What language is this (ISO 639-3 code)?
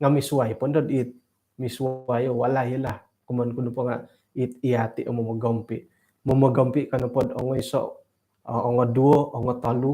dtp